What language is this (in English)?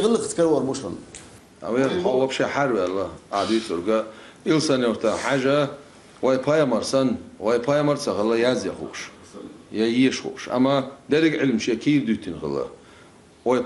Chechen